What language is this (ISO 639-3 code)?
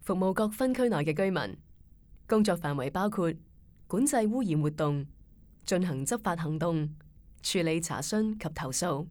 yue